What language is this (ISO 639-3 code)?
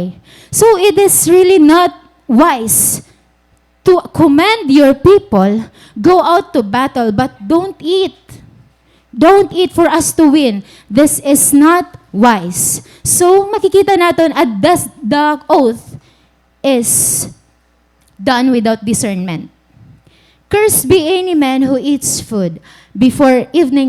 war